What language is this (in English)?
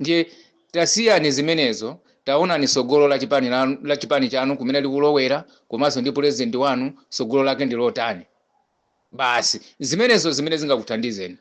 Nyanja